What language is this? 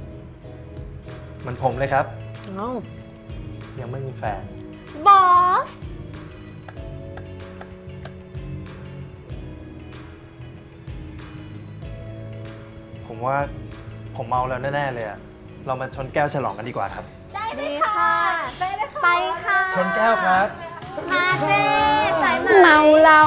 Thai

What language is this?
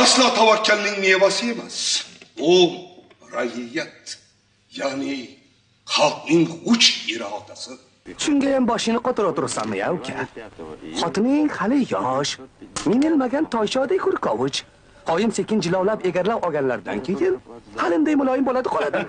Uzbek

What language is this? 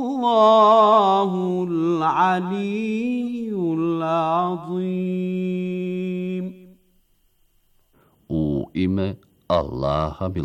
Bosnian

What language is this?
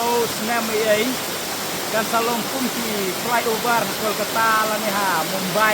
Khasi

